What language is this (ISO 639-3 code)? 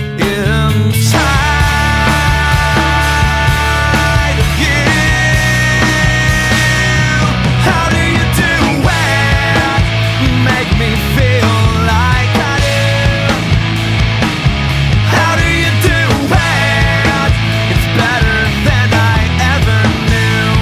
eng